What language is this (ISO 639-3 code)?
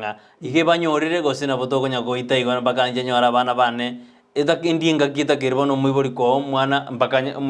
guz